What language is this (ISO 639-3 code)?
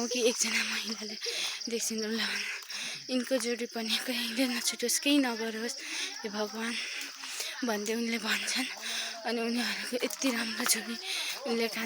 nep